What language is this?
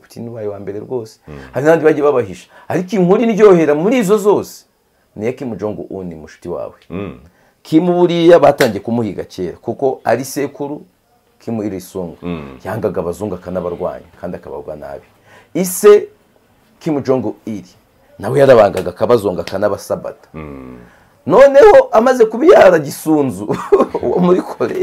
Kinyarwanda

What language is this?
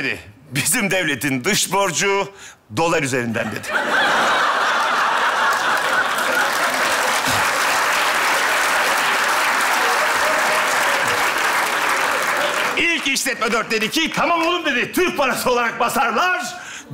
Turkish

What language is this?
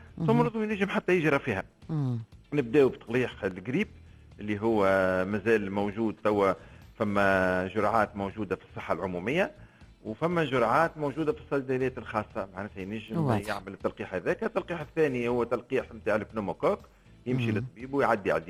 Tunisian Arabic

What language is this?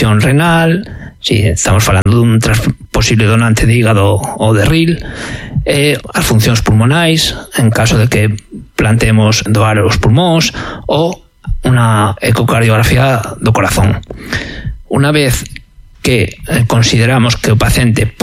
Galician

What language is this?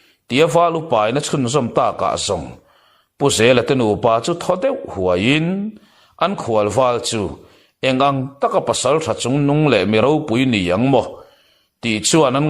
Mizo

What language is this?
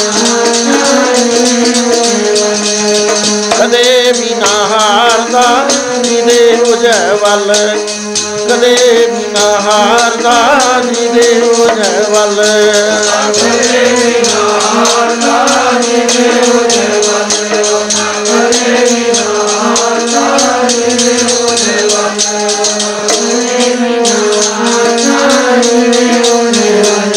Punjabi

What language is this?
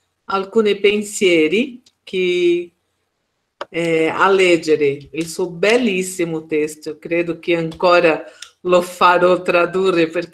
Italian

